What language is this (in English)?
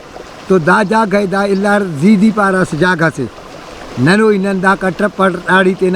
Brahui